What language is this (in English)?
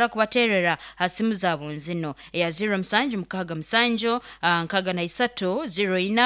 Nyoro